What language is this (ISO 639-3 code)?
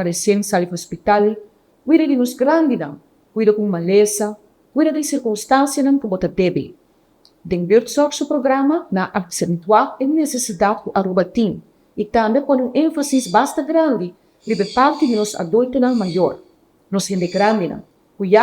pap